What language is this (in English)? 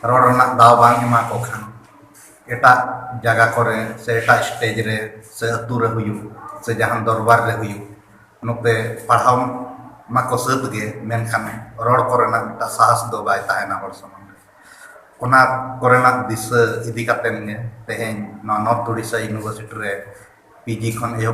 Santali